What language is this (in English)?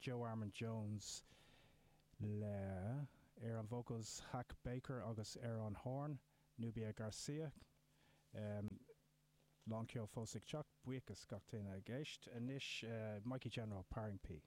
Irish